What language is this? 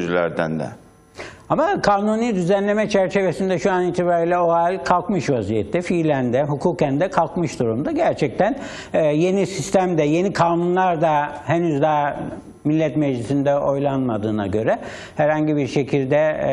Turkish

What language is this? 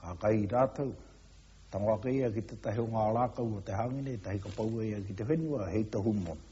Māori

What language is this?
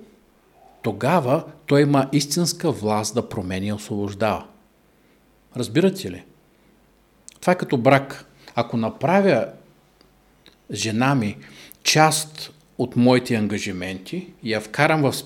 Bulgarian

